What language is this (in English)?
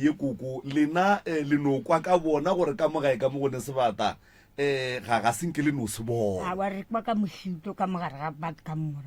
Northern Sotho